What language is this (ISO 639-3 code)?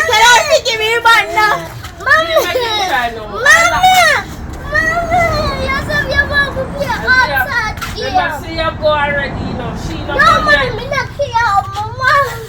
jam